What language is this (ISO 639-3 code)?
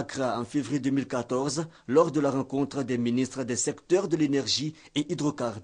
fra